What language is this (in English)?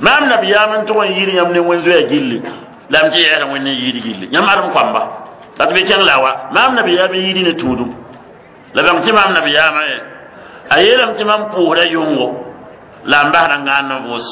Mossi